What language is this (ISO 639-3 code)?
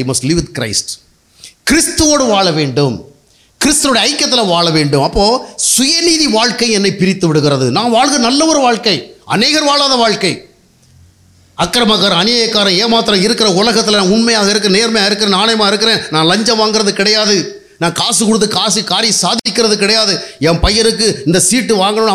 tam